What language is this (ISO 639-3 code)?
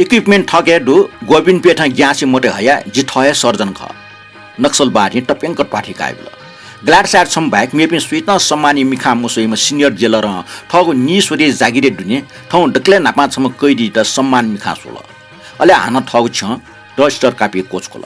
new